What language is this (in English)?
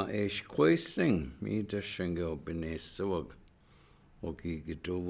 Chippewa